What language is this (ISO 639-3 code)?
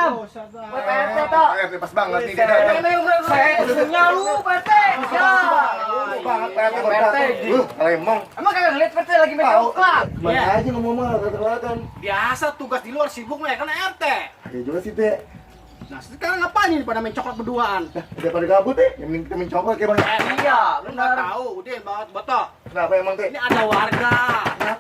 bew